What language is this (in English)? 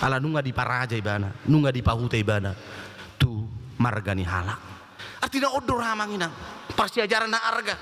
Batak Toba